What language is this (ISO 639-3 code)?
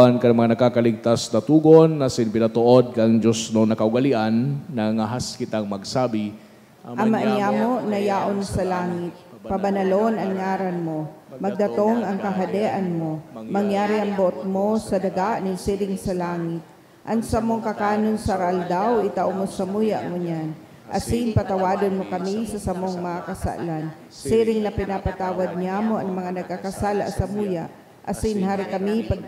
bik